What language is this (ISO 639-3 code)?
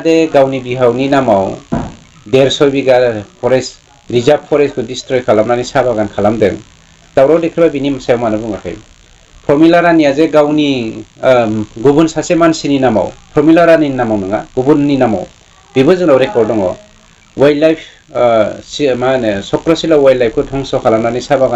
brx